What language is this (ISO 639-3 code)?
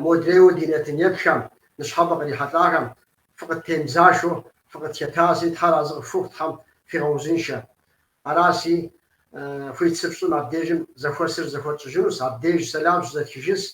kbd